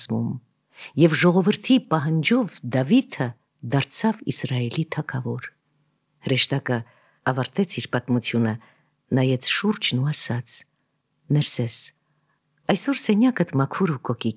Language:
Armenian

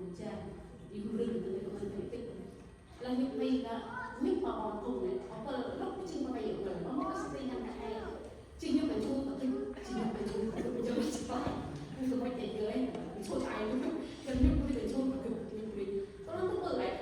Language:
Central Mnong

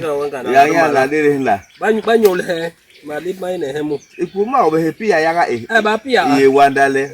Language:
Basaa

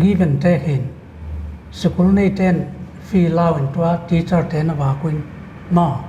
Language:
Paite Chin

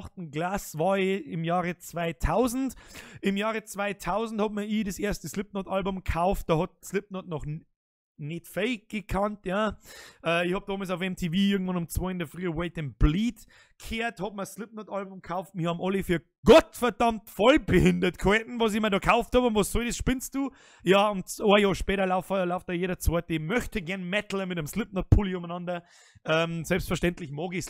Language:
Bavarian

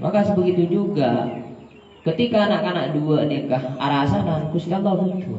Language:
Madurese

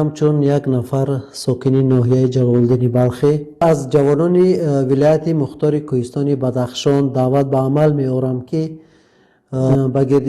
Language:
Tajik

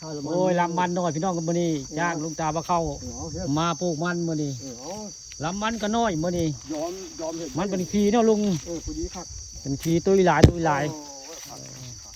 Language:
Northeastern Thai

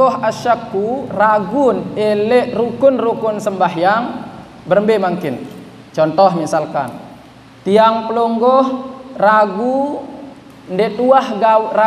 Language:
Sasak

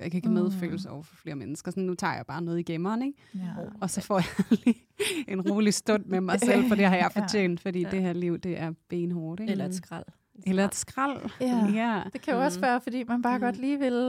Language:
Danish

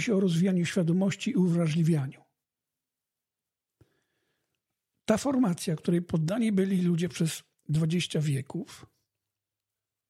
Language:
Polish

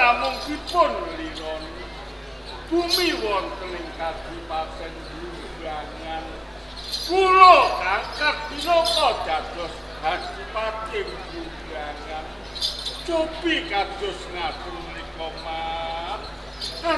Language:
Javanese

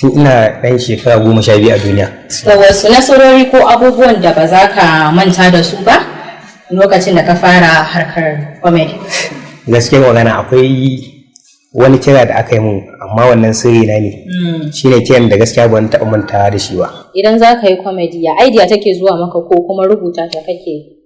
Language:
Hausa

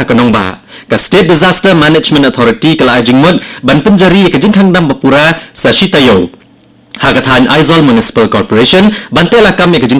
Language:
Khasi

